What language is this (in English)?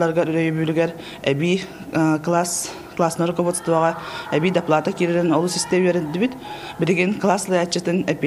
Yakut